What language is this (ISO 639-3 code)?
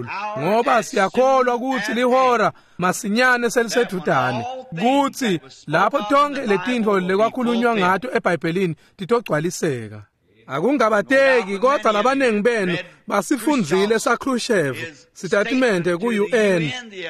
ssw